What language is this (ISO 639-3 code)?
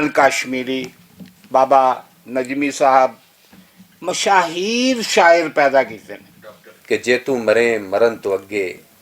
lah